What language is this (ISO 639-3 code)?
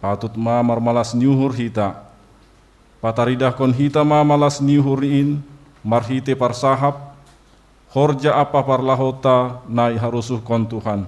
bts